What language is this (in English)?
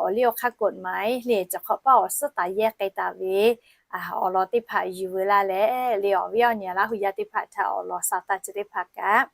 Lahu